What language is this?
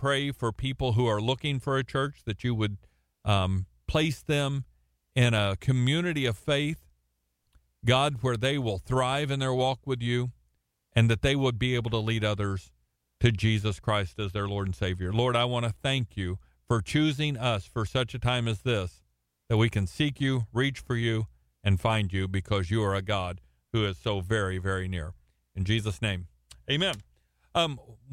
English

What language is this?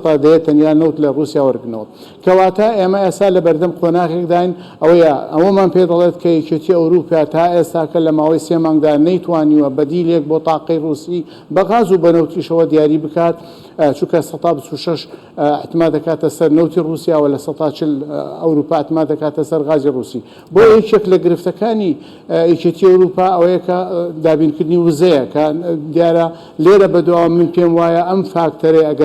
Central Kurdish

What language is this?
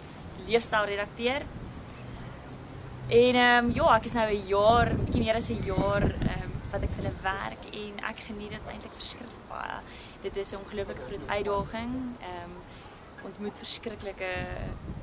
Afrikaans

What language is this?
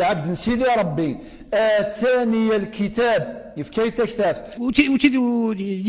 Kabyle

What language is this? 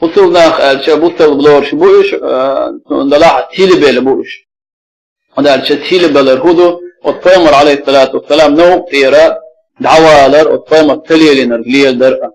Chechen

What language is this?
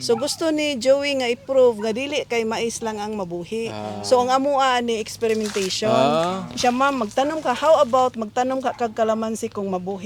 Cebuano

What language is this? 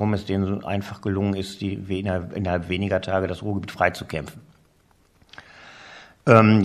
German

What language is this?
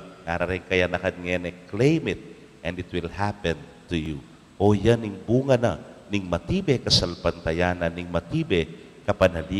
Pampanga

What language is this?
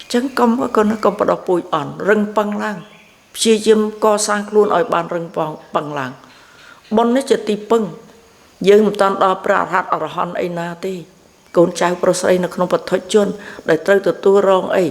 Khmer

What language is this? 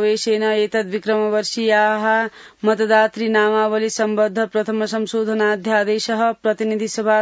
Sanskrit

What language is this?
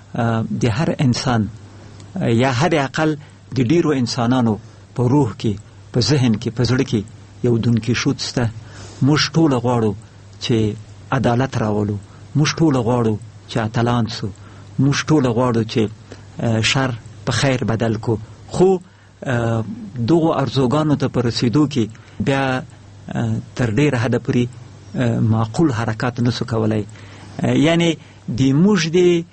Pashto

